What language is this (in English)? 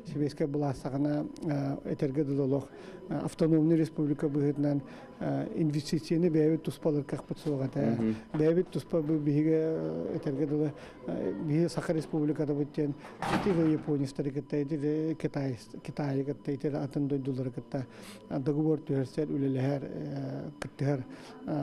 Yakut